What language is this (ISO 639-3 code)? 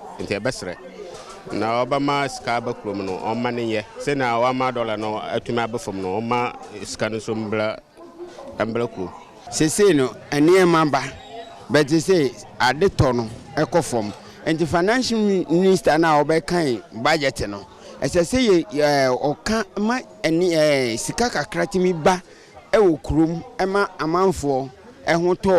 aka